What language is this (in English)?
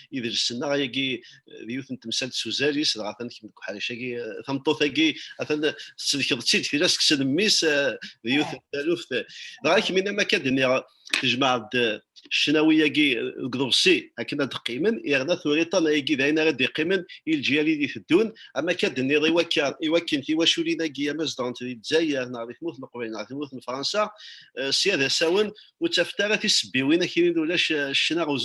Kabyle